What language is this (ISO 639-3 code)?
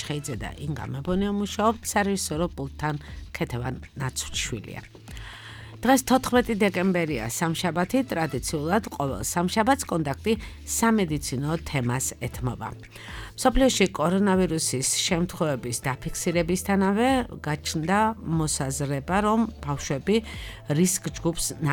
kat